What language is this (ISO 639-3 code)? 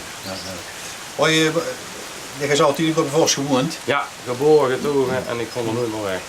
lim